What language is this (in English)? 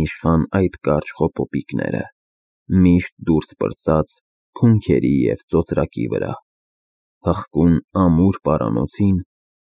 Armenian